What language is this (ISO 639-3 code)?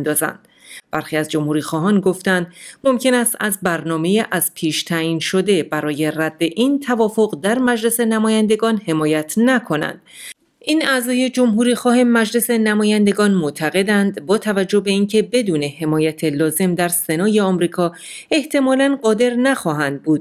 fas